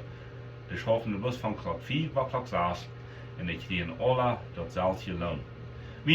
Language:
Plautdietsch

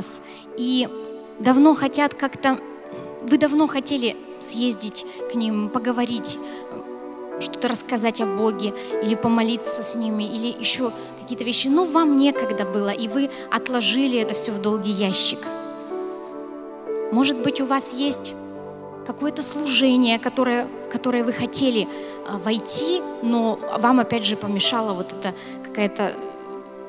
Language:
Russian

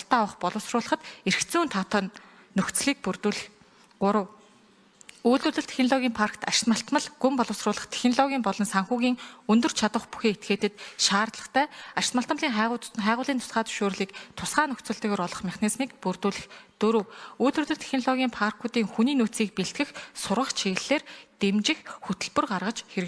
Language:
Mongolian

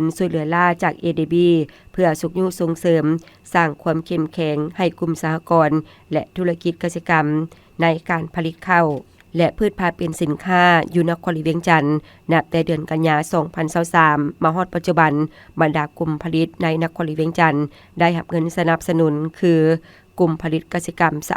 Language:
Lao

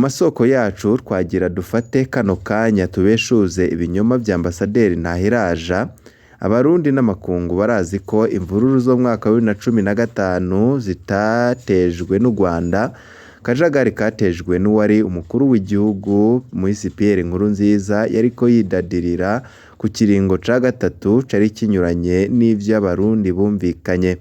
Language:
Rundi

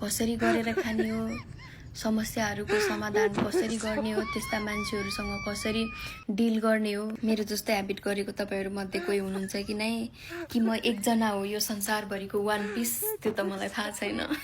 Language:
Nepali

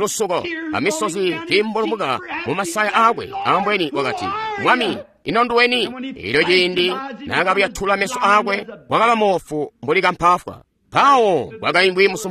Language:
Tonga (Zambia)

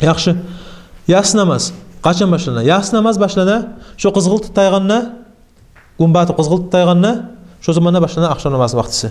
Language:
Kumyk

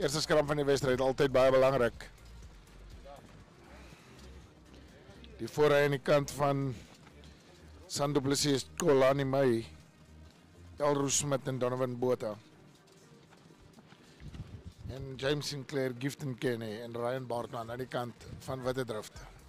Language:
Afrikaans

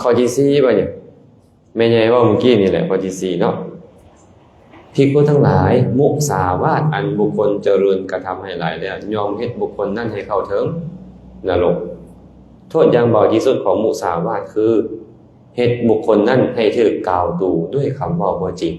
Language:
Lao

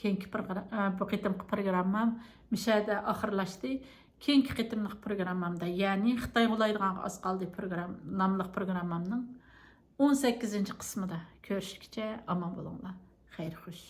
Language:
Uyghur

